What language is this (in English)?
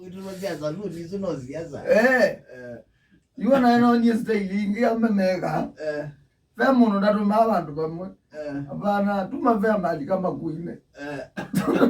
Kamba